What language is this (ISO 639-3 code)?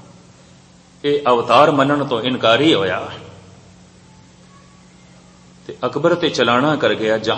pan